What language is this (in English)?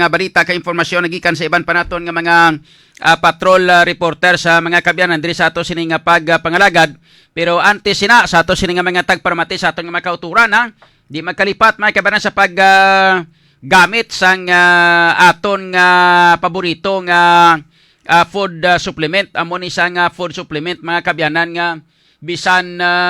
Hiligaynon